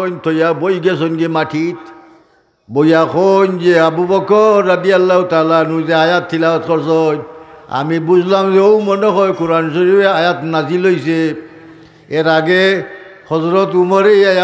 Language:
Sylheti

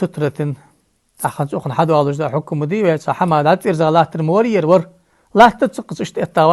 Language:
Ingush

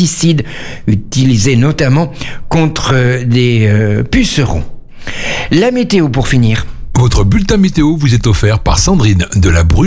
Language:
French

